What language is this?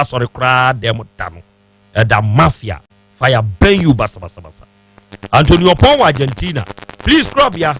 Akan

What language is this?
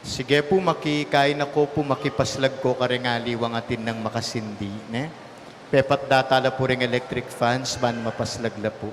Pampanga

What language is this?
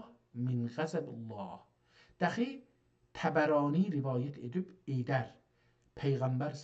South Azerbaijani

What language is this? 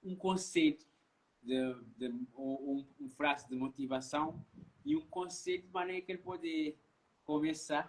Kabuverdianu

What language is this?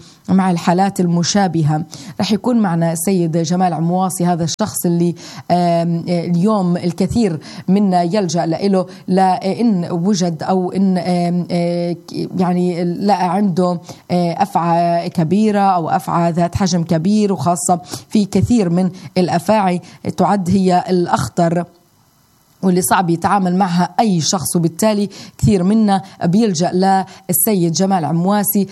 South Levantine Arabic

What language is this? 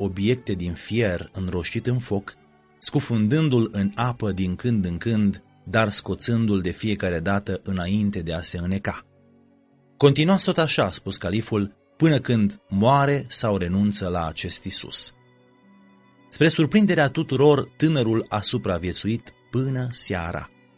Romanian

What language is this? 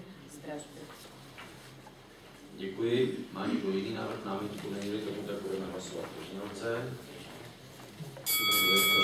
Czech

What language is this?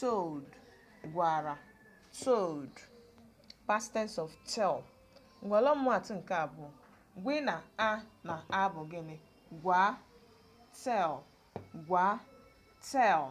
Igbo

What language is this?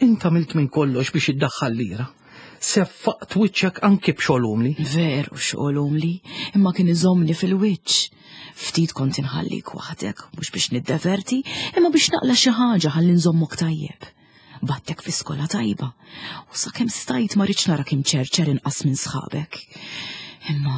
Maltese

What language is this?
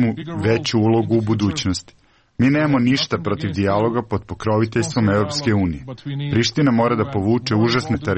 Serbian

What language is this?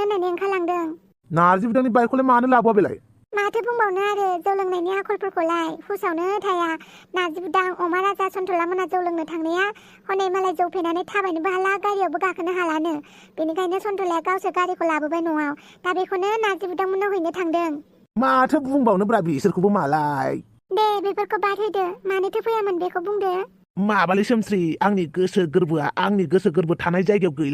Bodo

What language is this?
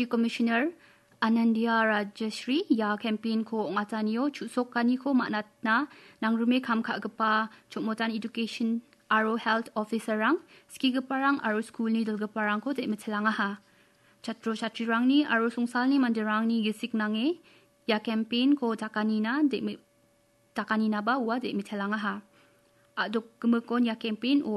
Garo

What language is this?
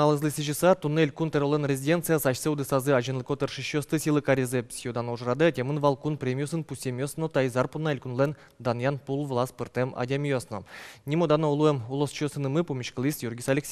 Udmurt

